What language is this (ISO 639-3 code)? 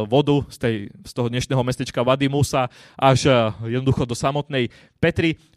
slk